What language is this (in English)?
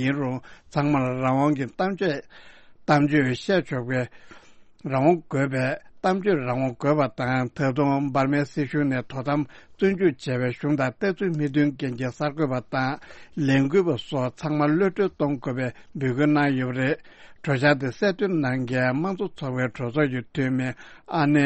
Tibetan